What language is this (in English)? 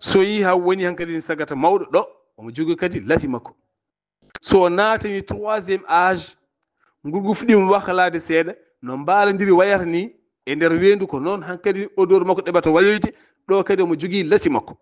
Fula